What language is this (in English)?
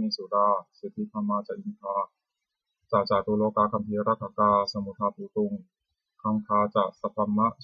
Pali